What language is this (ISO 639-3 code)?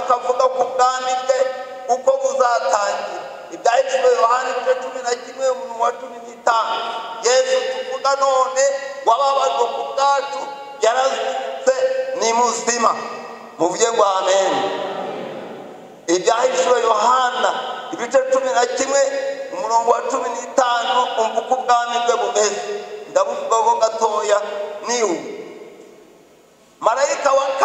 kin